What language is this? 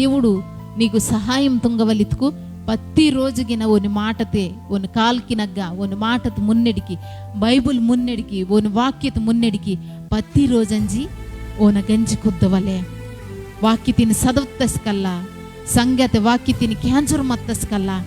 Koya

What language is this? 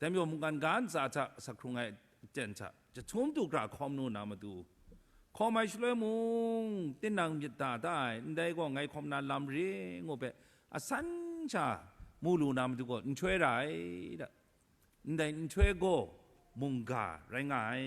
Kachin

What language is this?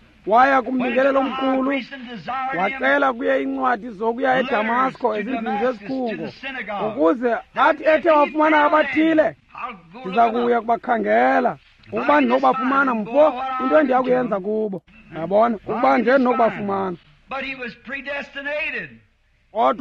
Xhosa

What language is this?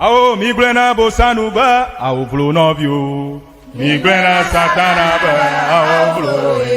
Ewe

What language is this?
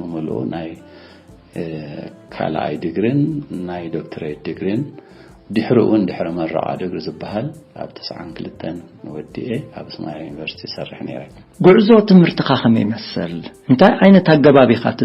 Tigrinya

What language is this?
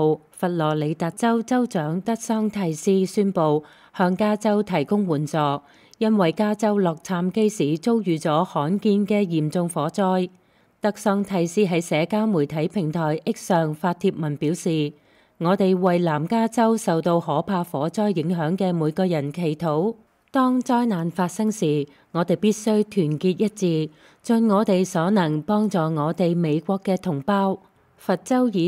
Cantonese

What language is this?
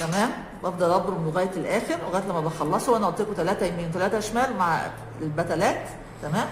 Egyptian Arabic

